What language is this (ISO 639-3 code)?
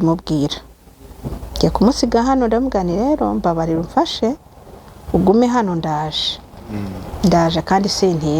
kin